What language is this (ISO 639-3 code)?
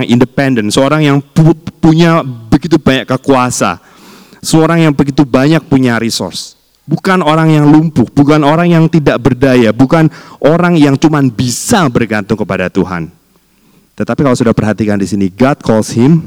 ind